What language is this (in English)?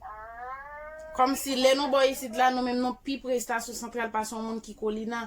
Haitian Creole